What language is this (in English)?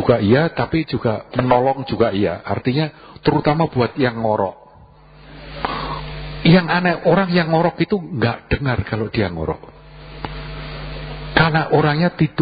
Indonesian